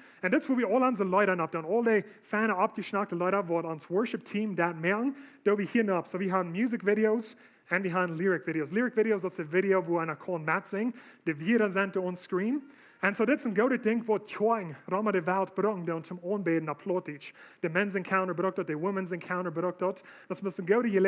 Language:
Plautdietsch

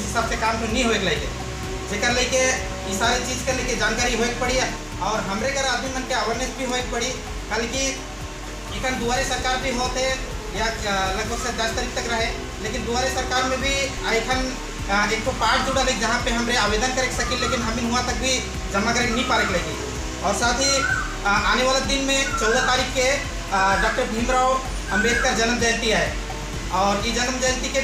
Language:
Sadri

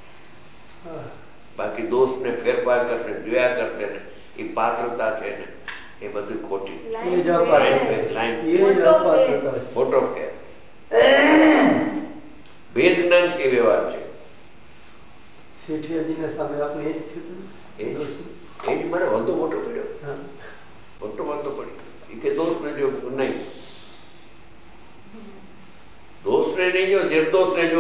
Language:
Gujarati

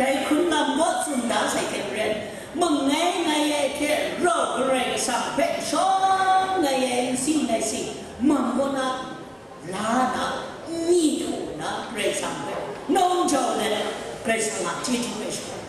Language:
Kachin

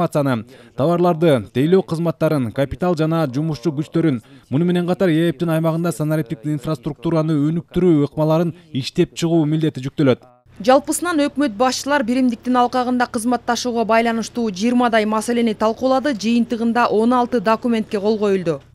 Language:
Kyrgyz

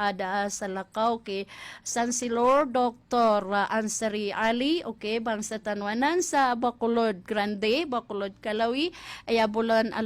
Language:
Maranao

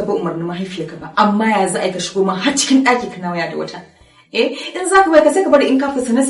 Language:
Hausa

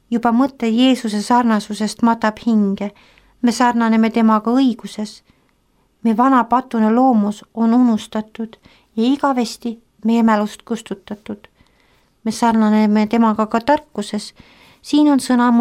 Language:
Estonian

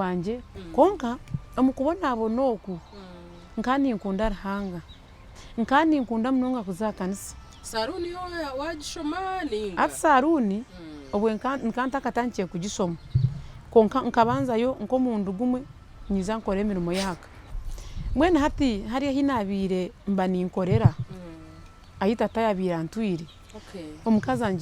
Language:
Nyankole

